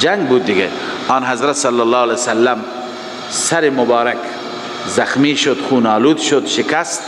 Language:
Persian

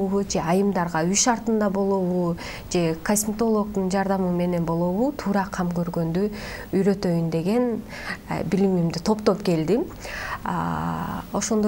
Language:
Kyrgyz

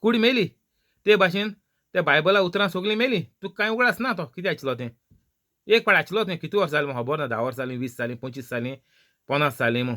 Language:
Konkani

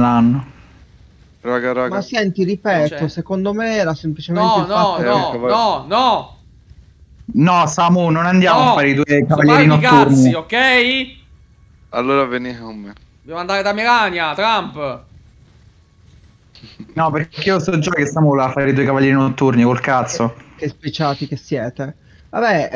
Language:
Italian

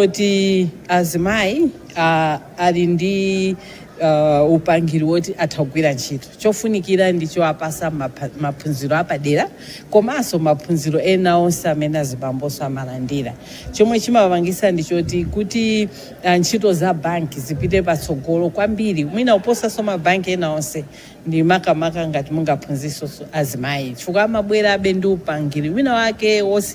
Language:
Nyanja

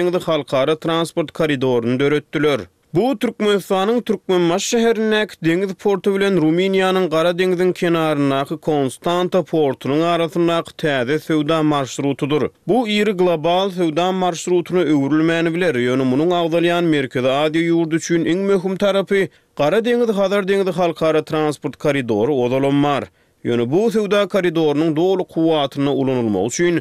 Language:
Turkmen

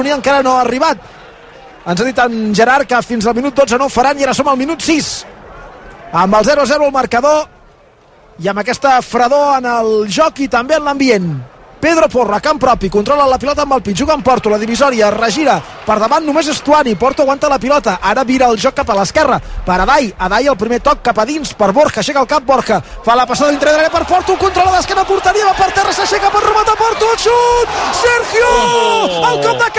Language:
Catalan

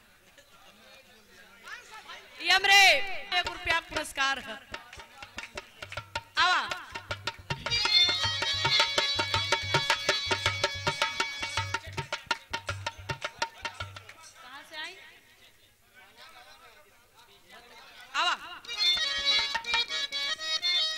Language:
Bhojpuri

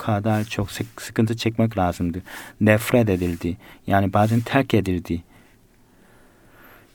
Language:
Turkish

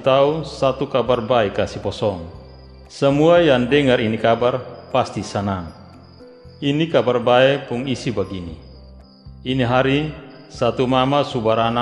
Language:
Kupang Malay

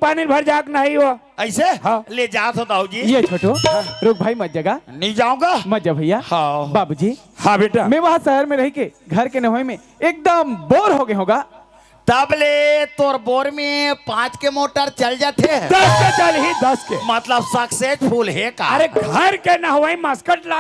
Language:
Chhattisgarhi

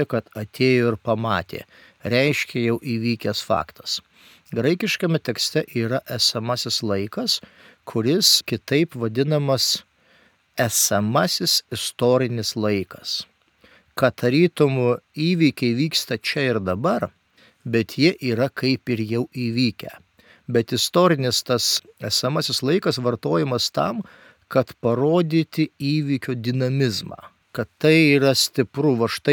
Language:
Lithuanian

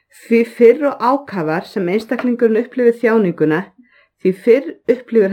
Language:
Icelandic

